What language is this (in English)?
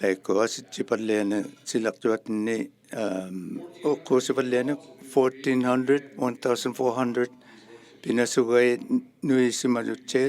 Inuktitut